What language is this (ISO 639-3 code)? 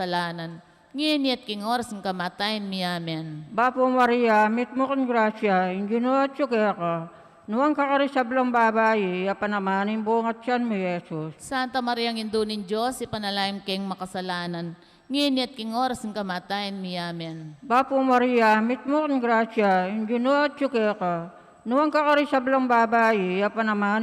pam